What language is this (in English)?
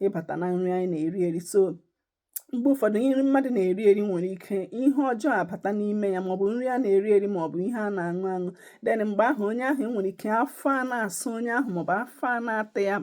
Igbo